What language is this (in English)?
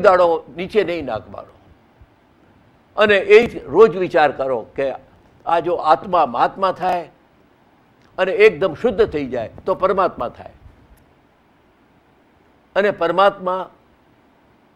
Gujarati